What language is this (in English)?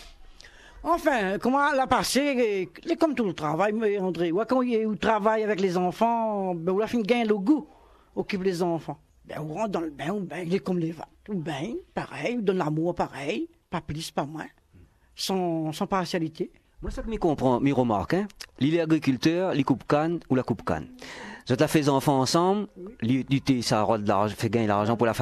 Réunion Creole French